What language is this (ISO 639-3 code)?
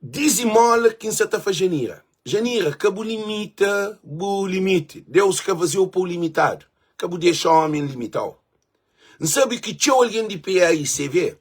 kea